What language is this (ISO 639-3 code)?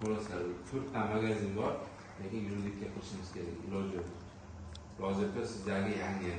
uzb